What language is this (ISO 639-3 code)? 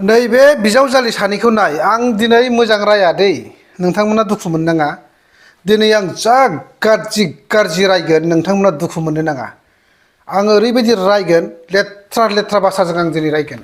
brx